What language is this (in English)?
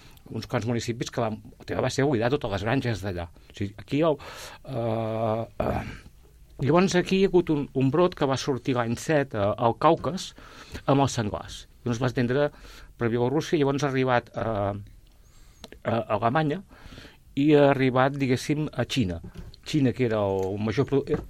Catalan